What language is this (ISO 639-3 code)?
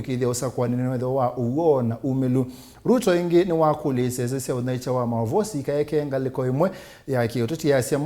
kam